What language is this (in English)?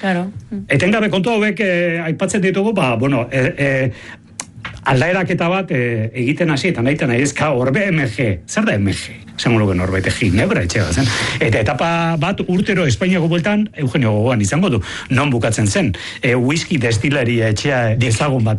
Basque